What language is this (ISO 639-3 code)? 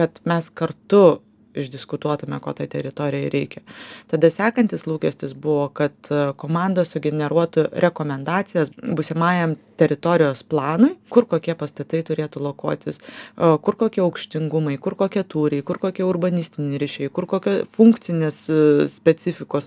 lit